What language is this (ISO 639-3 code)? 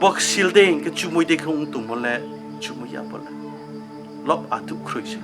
ria